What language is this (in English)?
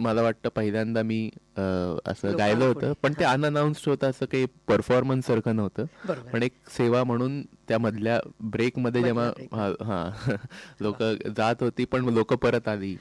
Marathi